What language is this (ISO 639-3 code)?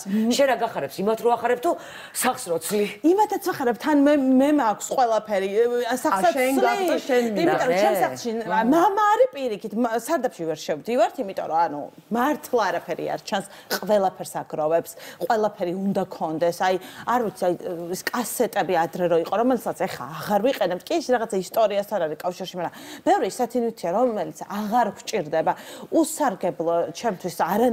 kat